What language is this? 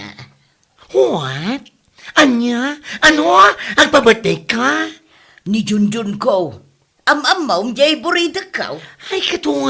Iloko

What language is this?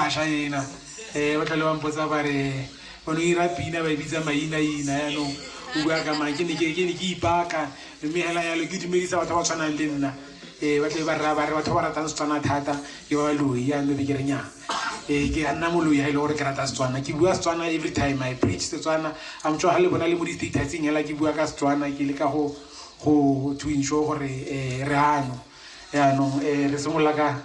Tswana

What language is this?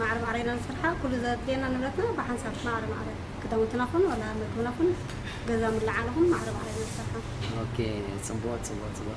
Tigrinya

